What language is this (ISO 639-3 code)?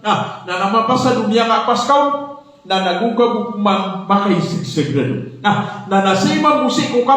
mrw